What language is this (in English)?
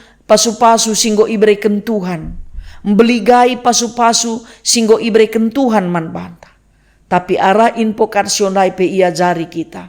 Batak Karo